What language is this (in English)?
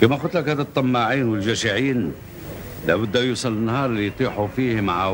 Algerian Arabic